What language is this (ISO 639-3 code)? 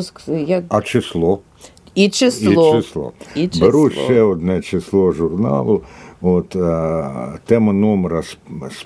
ukr